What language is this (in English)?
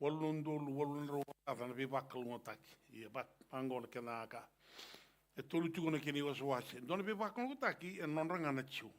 Fijian